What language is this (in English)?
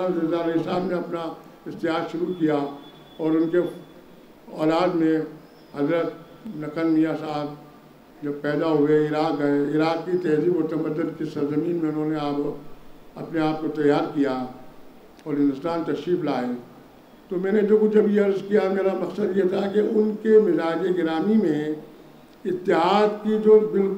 Urdu